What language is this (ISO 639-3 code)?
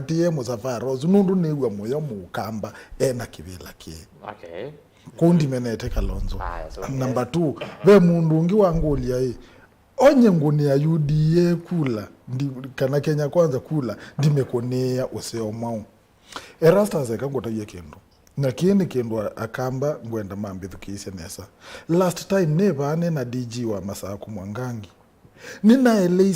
kam